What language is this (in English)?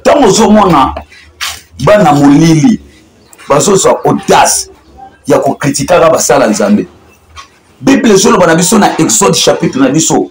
Lingala